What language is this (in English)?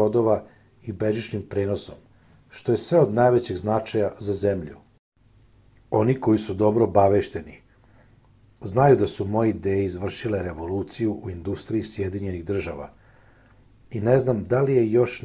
Serbian